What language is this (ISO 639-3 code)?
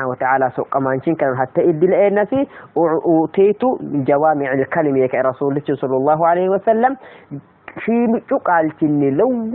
sid